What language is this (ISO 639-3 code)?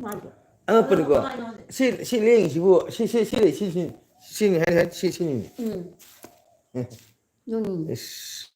mni